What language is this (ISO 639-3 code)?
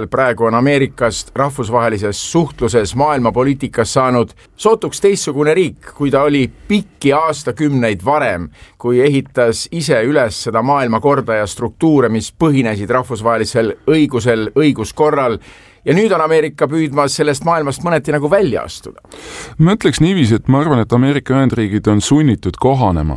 est